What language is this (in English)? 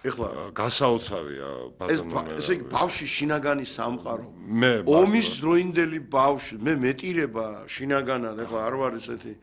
Georgian